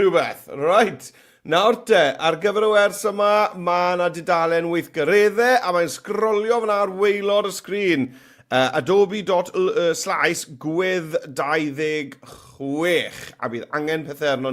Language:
Welsh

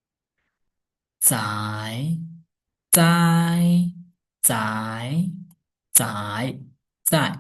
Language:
Shan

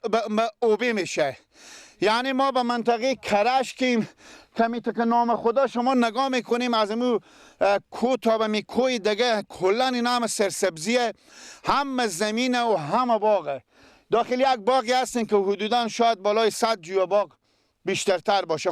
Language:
Persian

